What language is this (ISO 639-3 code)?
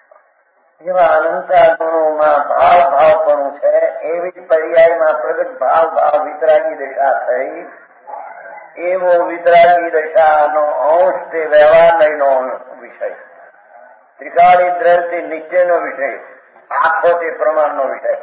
guj